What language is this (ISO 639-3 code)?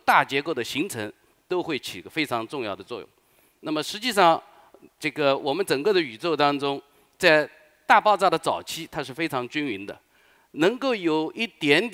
zho